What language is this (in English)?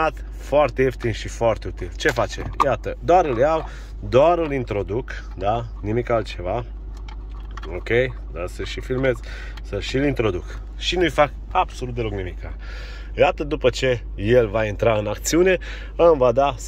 Romanian